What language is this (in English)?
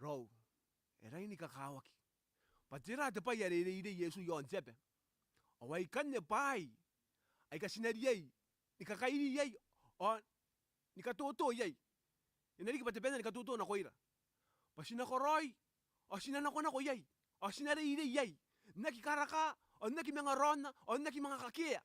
Gilbertese